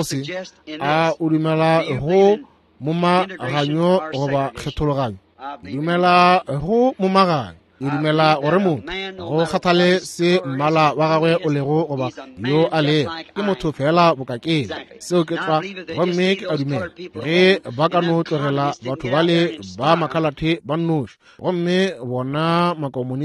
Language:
Northern Sotho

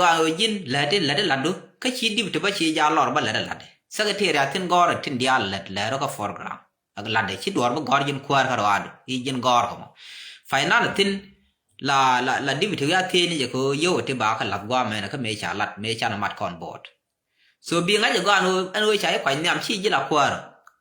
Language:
Nuer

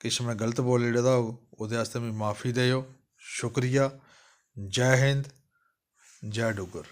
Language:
Dogri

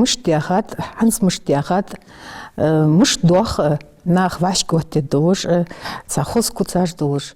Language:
Ingush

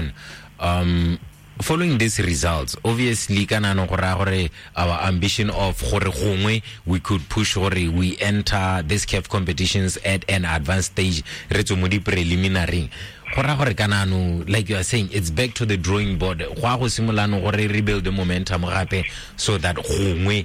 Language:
Tswana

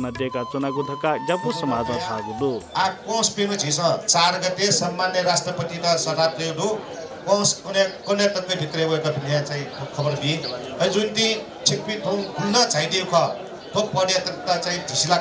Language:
Newari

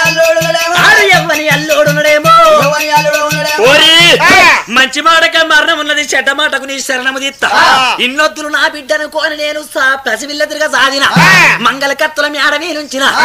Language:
Telugu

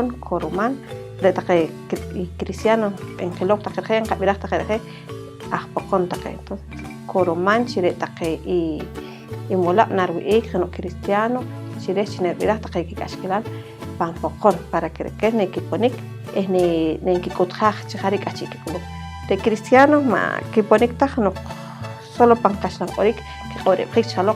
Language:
Poqomchi'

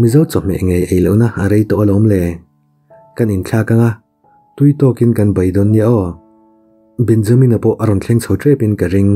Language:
Mizo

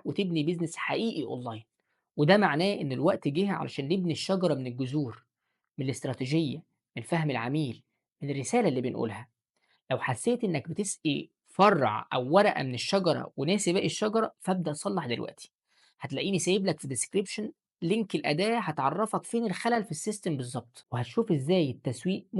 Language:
Egyptian Arabic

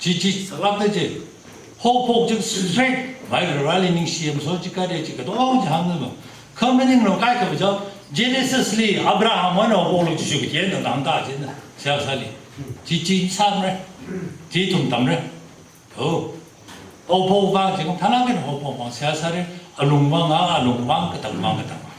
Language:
Tangkhul Naga (India)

